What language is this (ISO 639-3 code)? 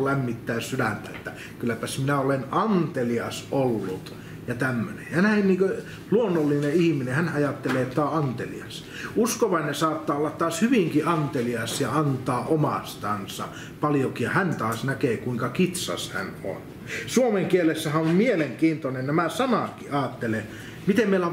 fin